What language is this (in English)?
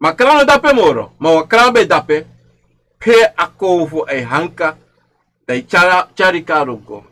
Sranan Tongo